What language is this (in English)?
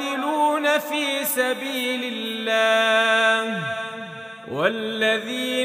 Arabic